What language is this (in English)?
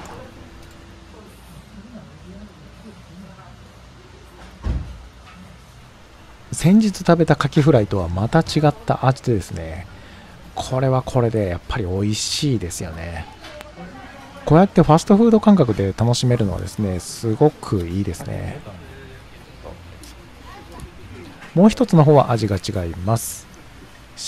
Japanese